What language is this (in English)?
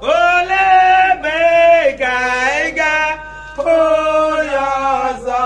Igbo